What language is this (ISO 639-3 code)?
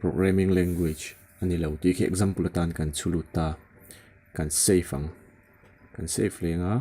lus